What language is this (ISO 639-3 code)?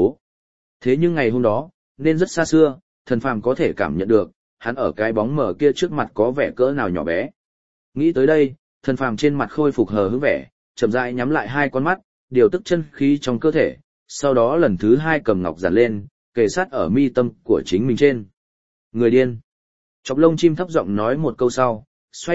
vie